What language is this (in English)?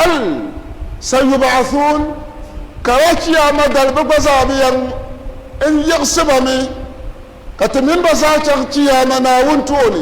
Dagbani